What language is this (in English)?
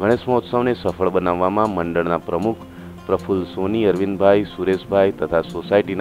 Gujarati